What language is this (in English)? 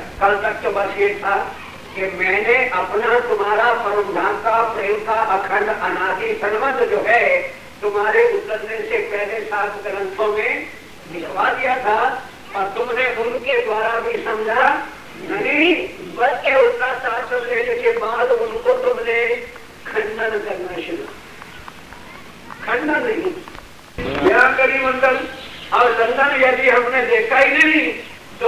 Hindi